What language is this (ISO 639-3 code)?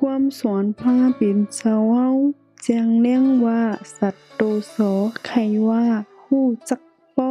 shn